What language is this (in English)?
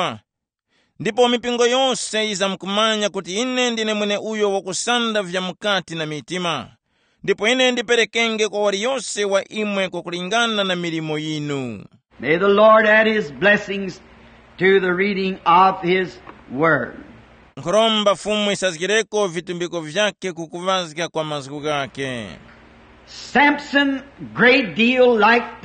Tumbuka